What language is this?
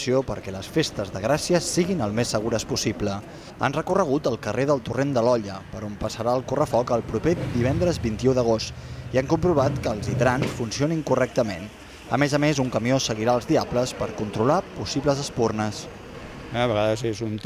Catalan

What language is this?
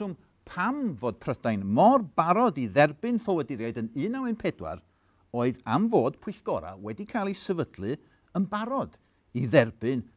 Welsh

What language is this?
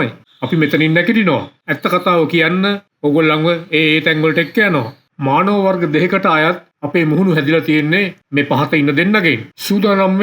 Sinhala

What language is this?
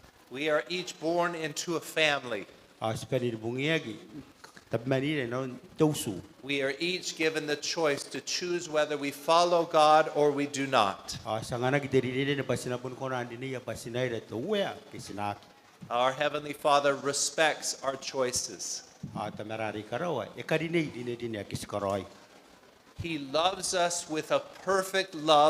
Gilbertese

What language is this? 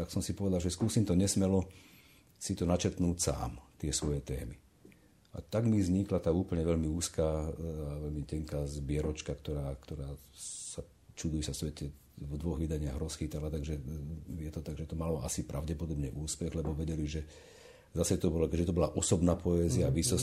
Slovak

